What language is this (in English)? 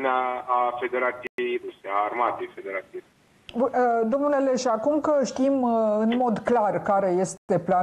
Romanian